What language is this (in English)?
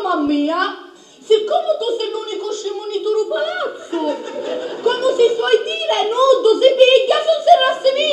Sicilian